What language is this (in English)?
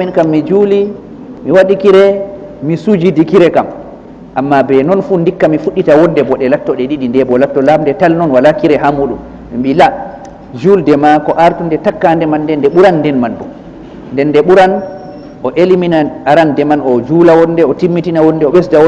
Fula